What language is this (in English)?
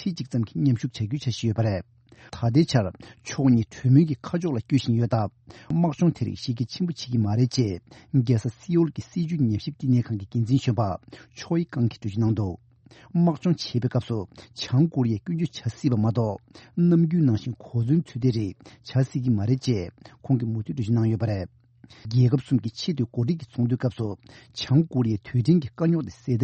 Tibetan